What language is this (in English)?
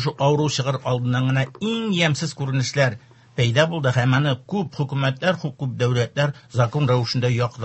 Tatar